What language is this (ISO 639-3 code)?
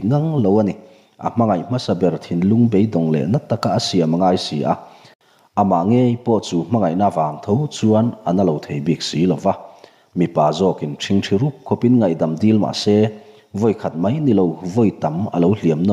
lus